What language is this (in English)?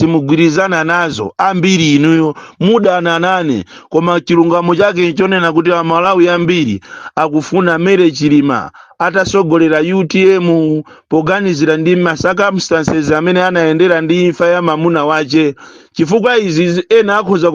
Nyanja